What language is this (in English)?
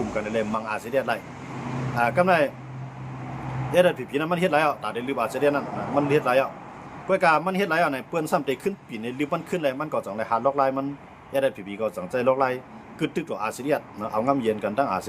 Shan